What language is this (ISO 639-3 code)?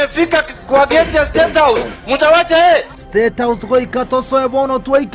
guz